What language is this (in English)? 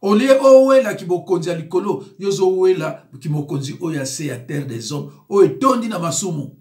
Lingala